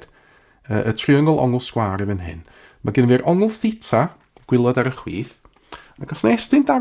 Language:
Welsh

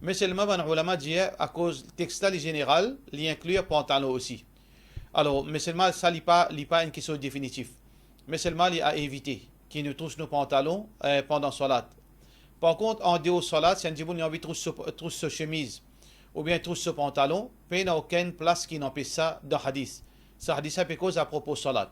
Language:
Morisyen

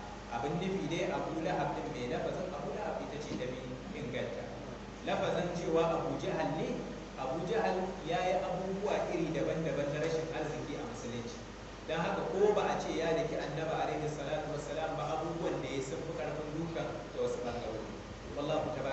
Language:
Hausa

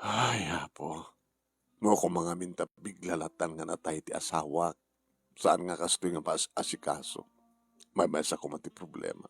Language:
Iloko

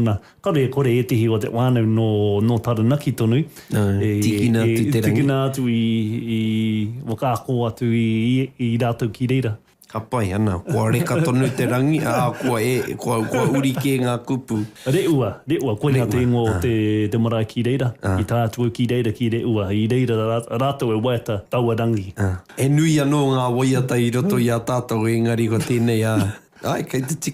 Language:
Māori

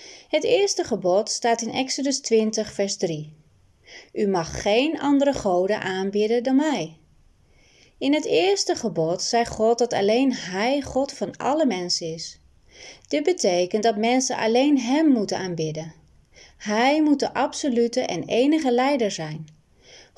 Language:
Dutch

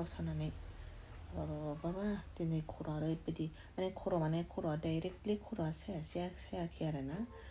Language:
Bodo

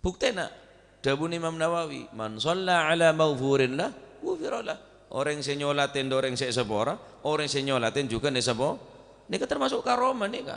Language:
Madurese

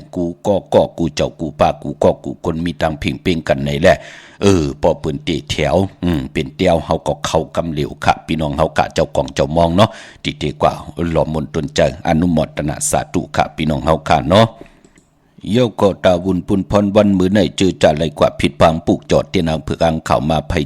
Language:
Shan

